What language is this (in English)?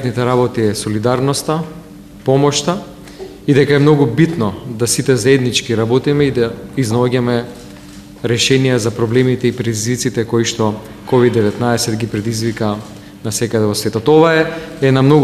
Macedonian